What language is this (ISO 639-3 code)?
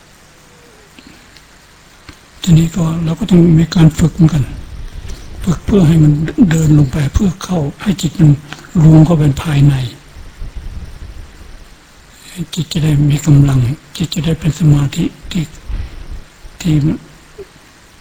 tha